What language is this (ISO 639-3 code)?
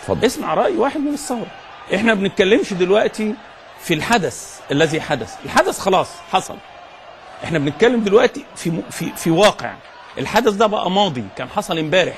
arz